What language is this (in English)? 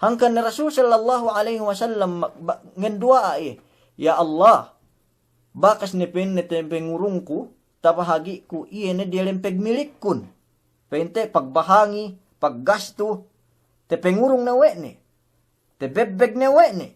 Yakan